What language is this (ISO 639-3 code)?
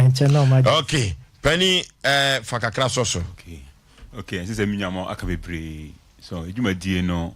aka